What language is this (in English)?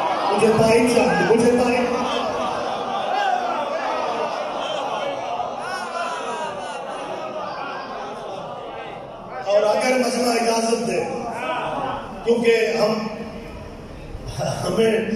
Urdu